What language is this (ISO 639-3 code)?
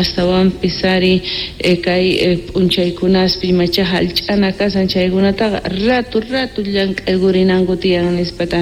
quh